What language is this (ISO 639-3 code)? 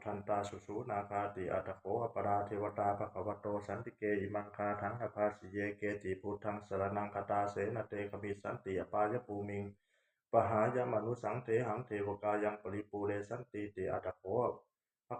pli